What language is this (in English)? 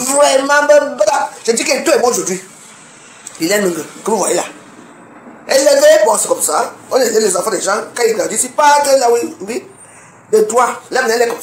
French